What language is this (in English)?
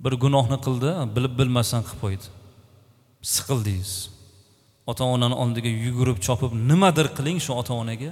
Uzbek